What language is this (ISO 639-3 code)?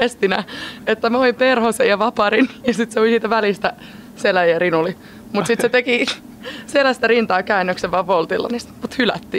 fin